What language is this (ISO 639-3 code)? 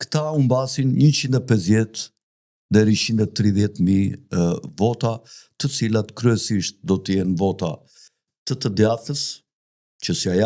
sqi